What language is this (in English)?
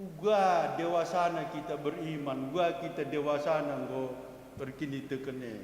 Batak Karo